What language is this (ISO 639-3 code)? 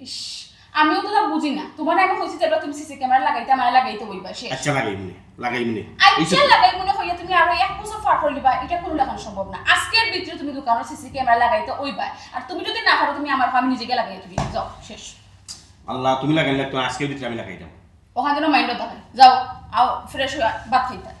syl